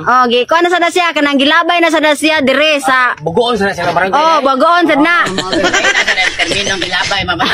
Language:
Cebuano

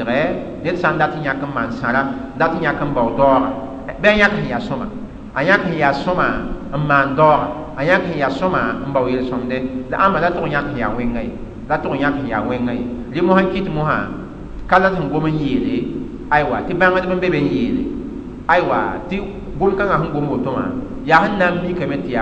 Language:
Mossi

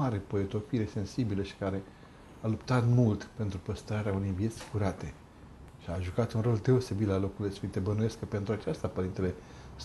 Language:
Romanian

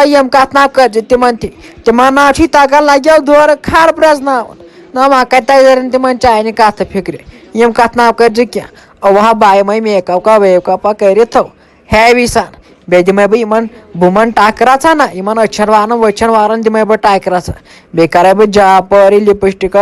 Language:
Kashmiri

